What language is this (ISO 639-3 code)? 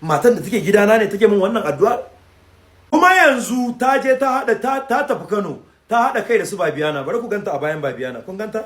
hau